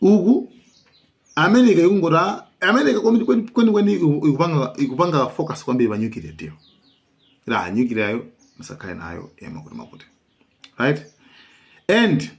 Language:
Nyanja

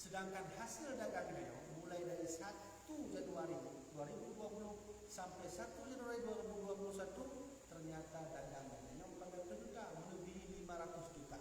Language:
Achinese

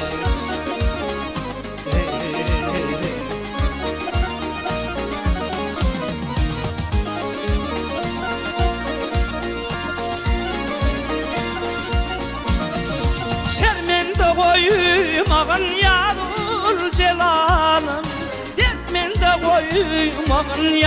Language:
Turkish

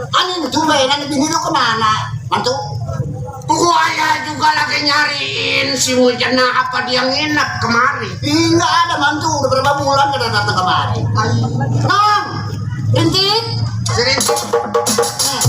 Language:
Betawi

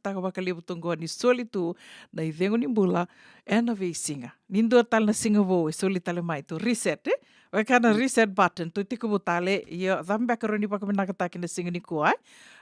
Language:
Fijian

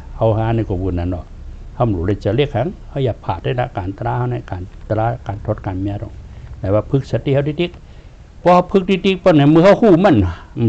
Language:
Shan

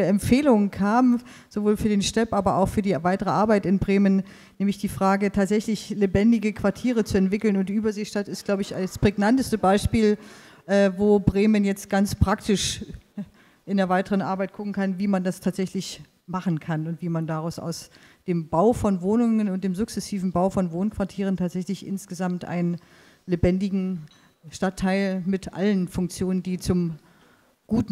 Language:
German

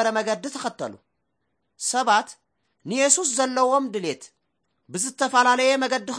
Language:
Tigrinya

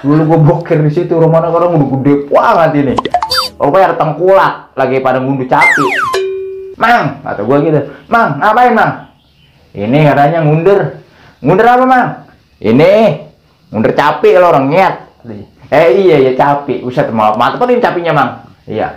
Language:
Betawi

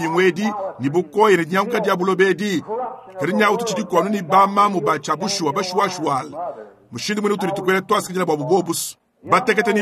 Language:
Luba-Lulua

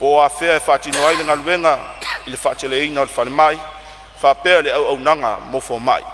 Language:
Samoan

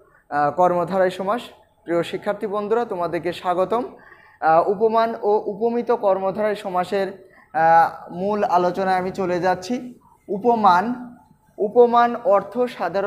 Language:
Bangla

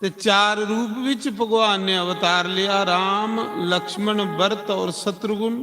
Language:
Dogri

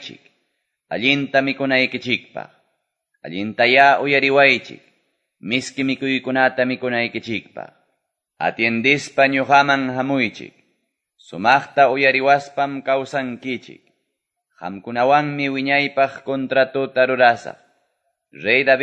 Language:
Ayacucho Quechua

